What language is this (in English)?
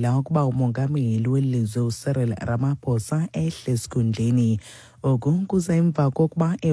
Xhosa